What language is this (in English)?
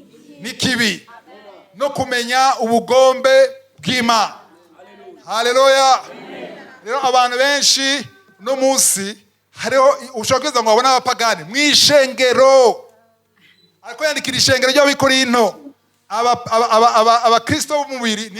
Rundi